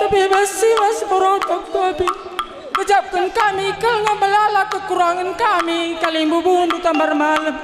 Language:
Batak Karo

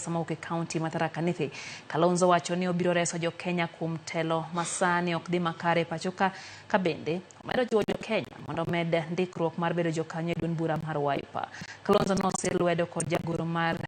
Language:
Luo (Kenya and Tanzania)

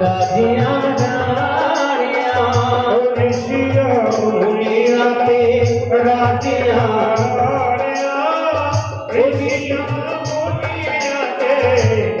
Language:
Dogri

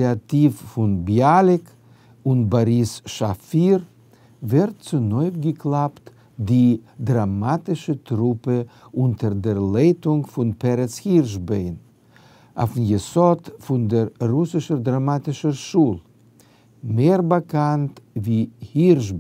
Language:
Yiddish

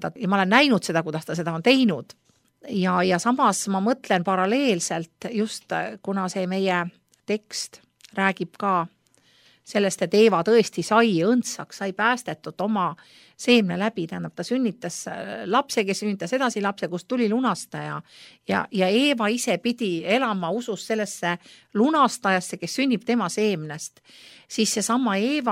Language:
Estonian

